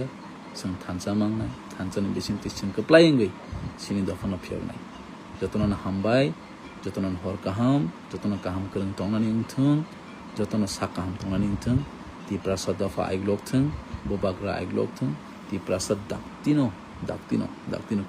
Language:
Kok Borok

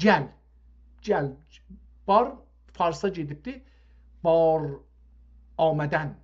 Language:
South Azerbaijani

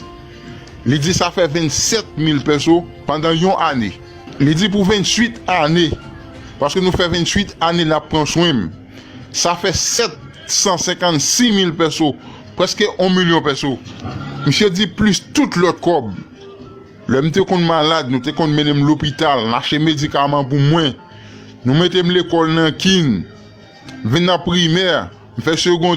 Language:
Haitian Creole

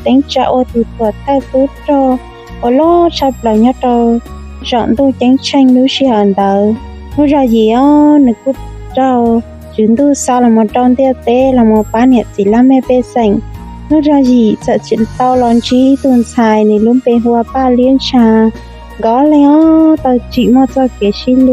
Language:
Hmong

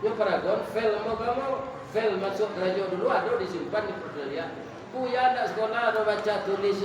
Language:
Minangkabau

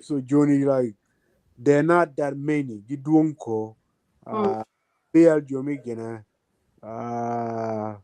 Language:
Acoli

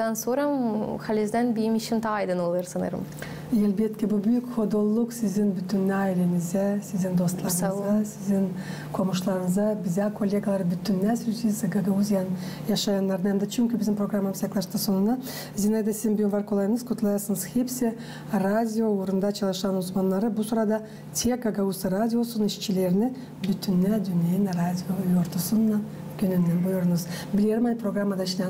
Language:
Gagauz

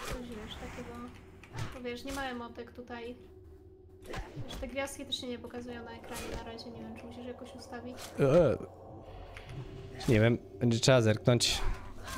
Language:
Polish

